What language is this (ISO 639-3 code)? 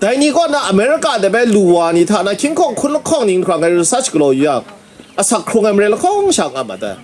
kac